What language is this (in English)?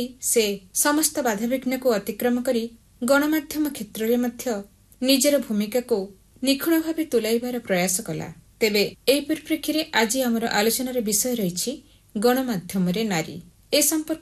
Odia